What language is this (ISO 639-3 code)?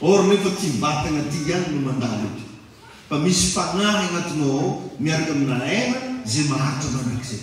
mlg